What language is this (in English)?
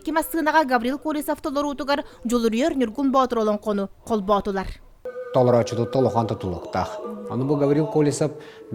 Yakut